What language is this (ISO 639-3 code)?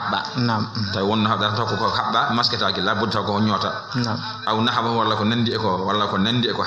ful